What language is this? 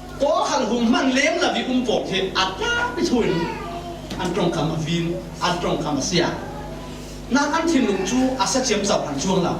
Falam Chin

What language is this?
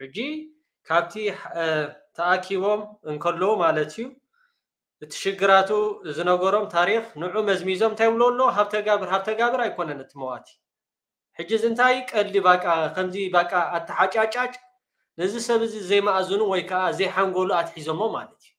Tigrinya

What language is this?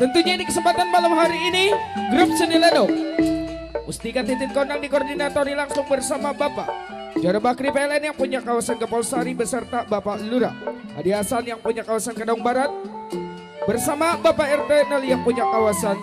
Betawi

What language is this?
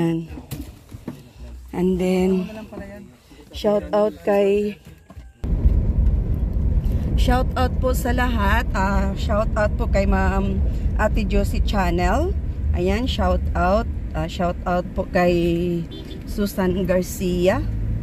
Filipino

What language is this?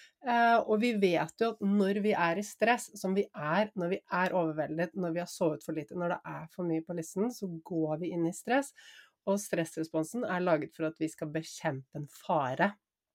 Norwegian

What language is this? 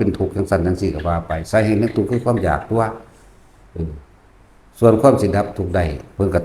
Northeastern Thai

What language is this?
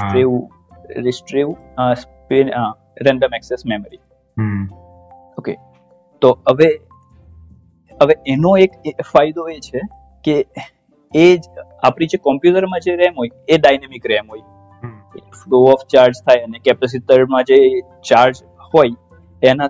Gujarati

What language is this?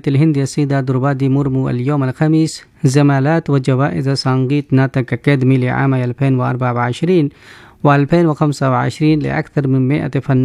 Arabic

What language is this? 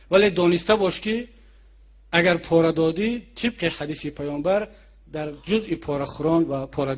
Tajik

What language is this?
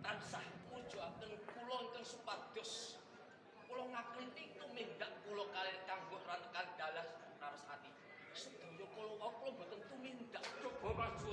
Javanese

